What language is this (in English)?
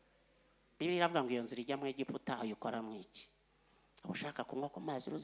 Kinyarwanda